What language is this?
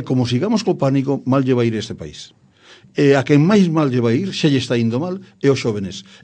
Galician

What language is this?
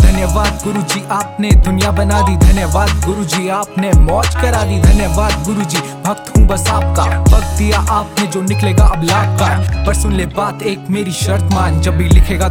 Hindi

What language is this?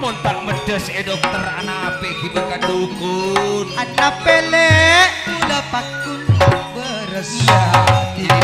Madurese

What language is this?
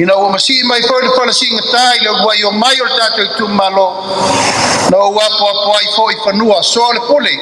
Samoan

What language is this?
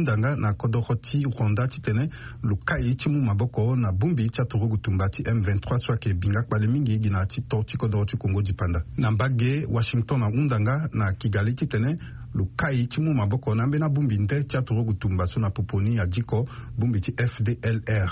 Sango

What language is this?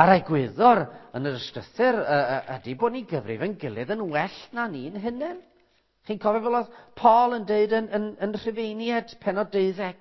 Welsh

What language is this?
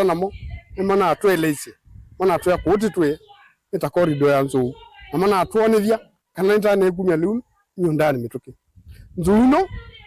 Kamba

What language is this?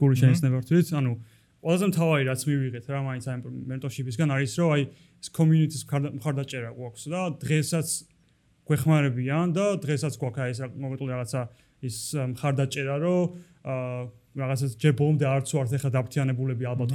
Georgian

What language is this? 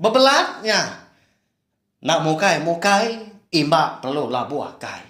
Iban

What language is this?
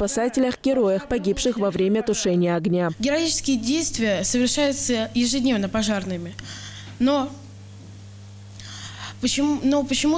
Russian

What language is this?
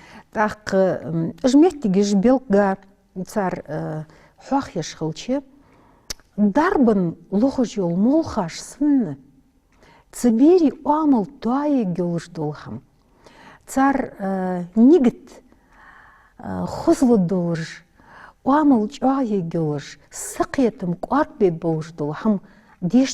Ingush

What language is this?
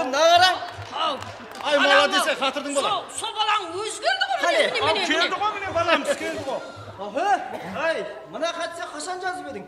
Kara-Kalpak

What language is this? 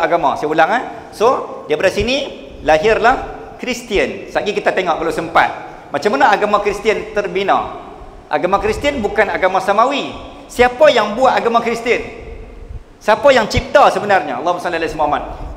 Malay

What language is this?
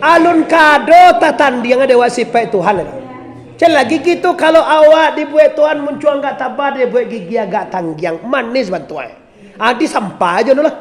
Minangkabau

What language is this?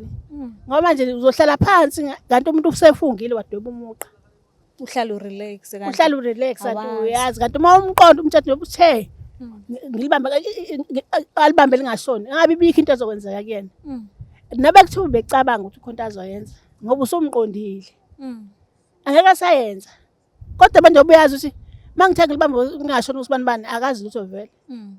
Zulu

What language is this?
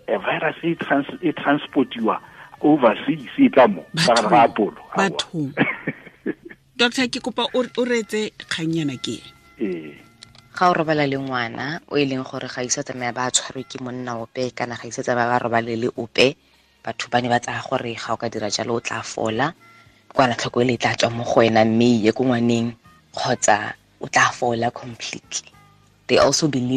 Tswana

